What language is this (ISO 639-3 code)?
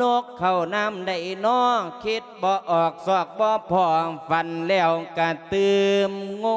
lao